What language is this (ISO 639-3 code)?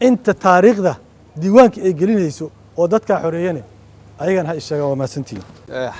som